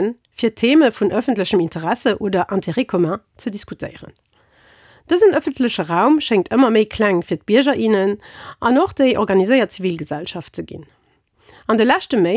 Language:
Luxembourgish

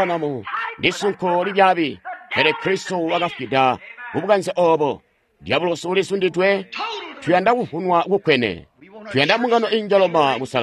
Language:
Tonga (Zambia)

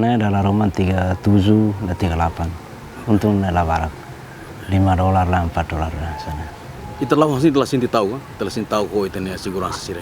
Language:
Tetum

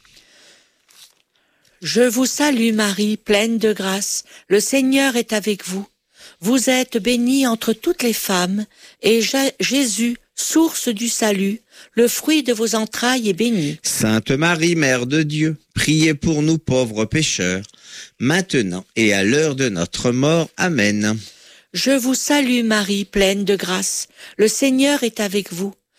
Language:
French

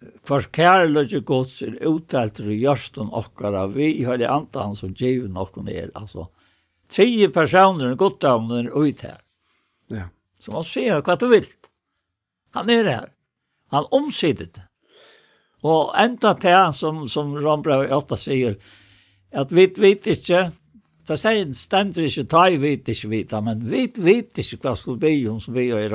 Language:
Faroese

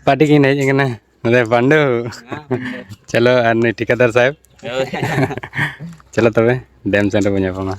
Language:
Santali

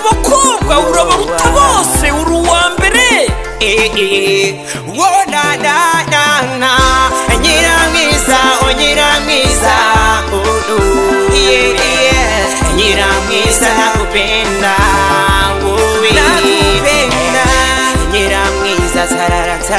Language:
Kinyarwanda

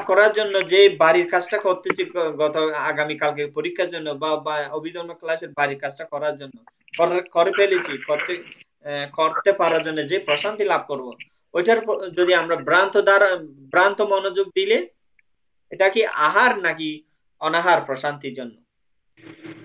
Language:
Bangla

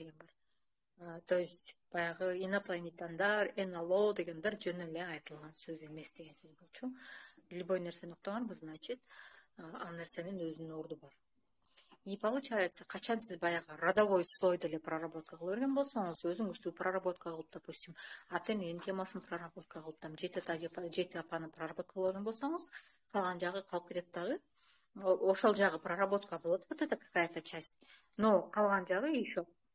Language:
Kyrgyz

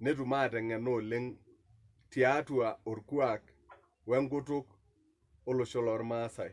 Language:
Masai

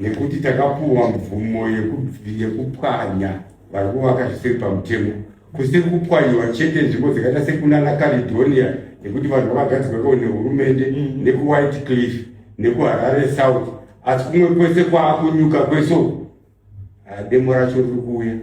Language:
Shona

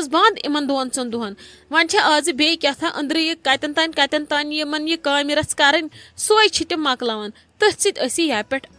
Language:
Kashmiri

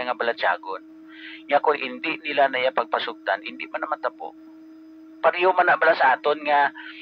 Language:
Hiligaynon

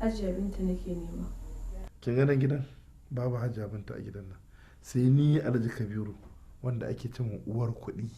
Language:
Hausa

